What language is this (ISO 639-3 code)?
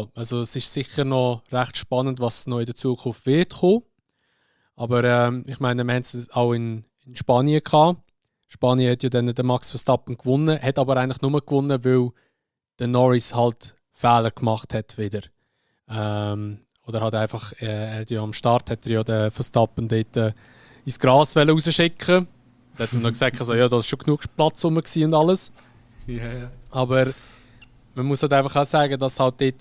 gsw